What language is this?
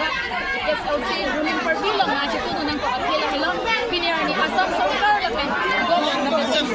Karbi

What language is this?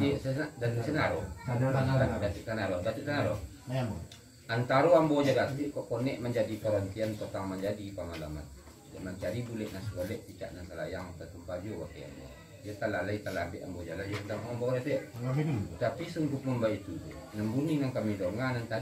Minangkabau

